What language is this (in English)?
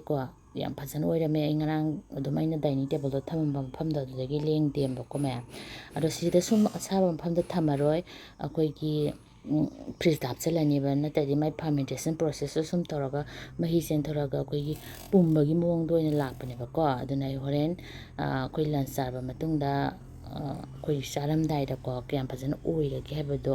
Manipuri